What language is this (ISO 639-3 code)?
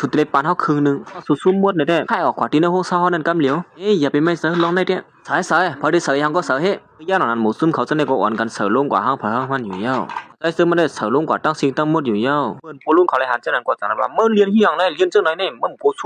shn